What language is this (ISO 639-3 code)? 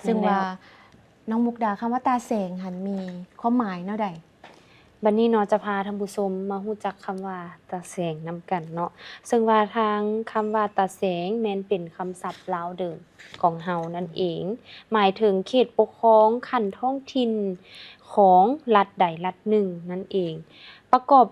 lao